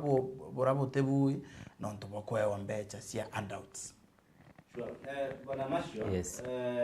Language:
Meru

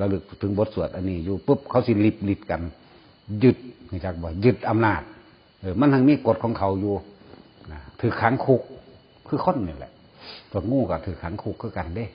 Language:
Northeastern Thai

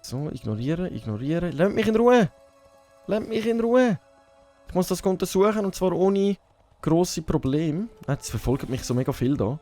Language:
Swiss German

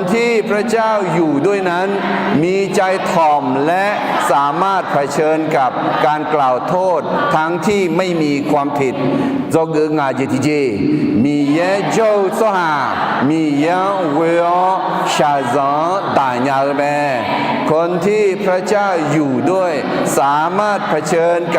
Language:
Akha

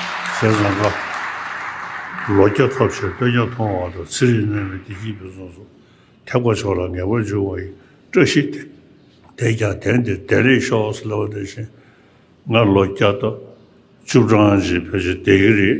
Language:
Tibetan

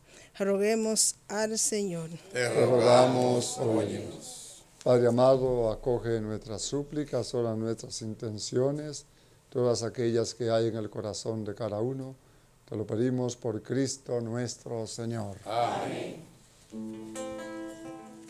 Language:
Spanish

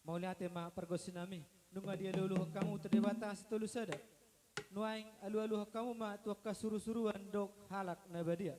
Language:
Batak Toba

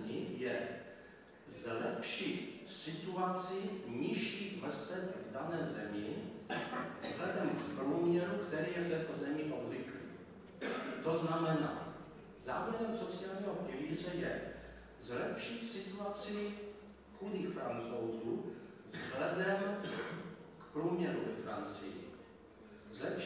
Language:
Czech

